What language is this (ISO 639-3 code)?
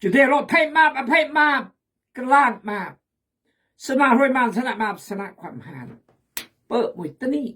kjg